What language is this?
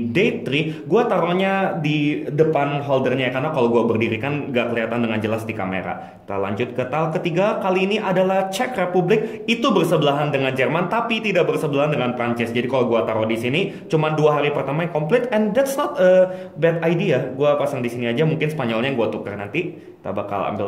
Indonesian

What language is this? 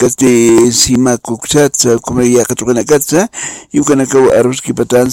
Aymara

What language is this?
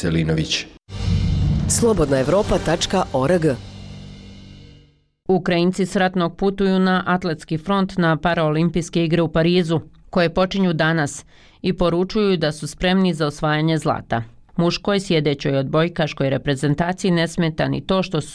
Bosnian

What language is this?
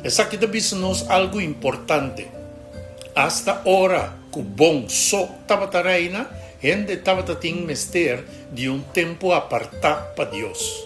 Papiamento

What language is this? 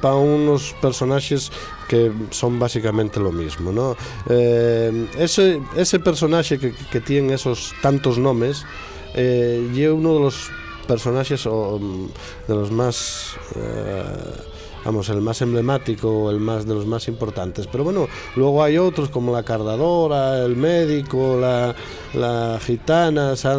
Asturian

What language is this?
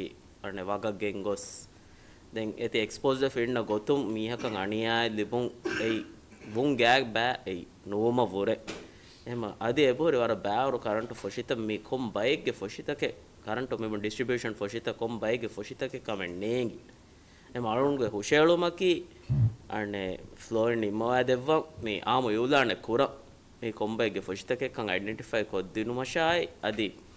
Divehi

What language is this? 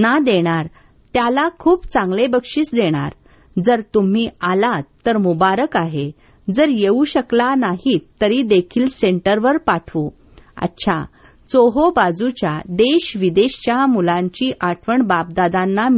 Marathi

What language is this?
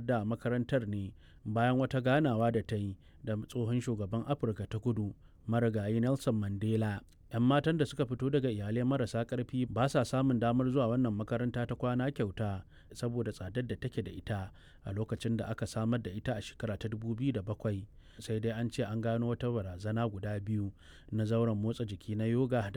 Hausa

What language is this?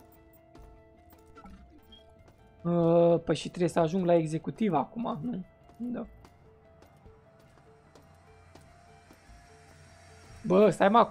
Romanian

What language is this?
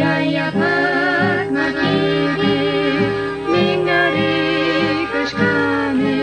Chimborazo Highland Quichua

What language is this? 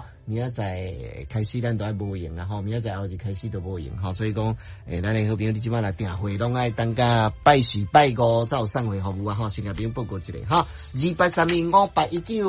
Min Nan Chinese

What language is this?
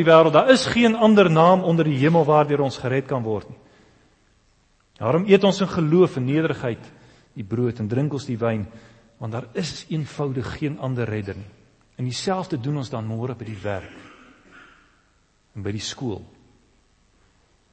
Afrikaans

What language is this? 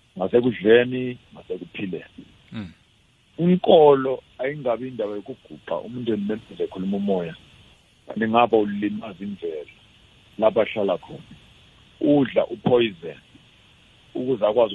South Ndebele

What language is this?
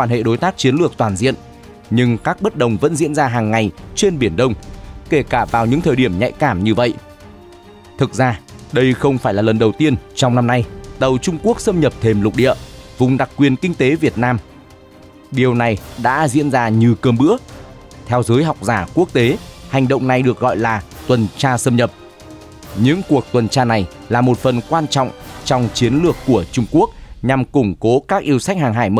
Vietnamese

